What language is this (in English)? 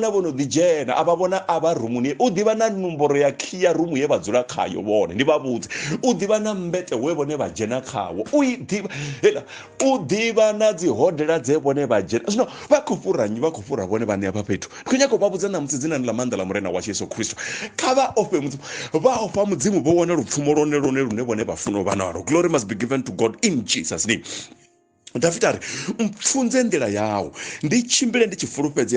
Venda